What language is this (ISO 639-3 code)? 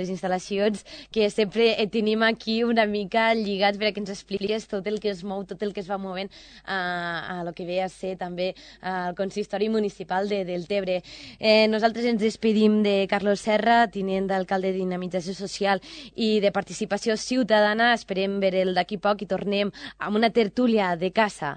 cat